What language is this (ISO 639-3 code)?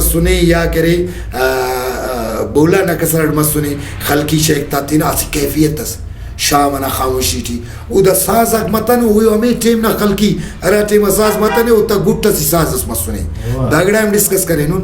brh